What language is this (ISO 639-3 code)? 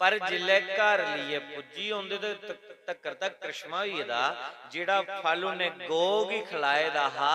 doi